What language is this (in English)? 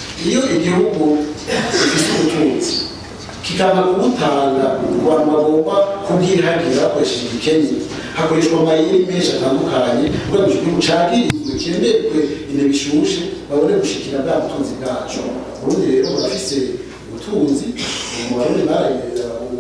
Rundi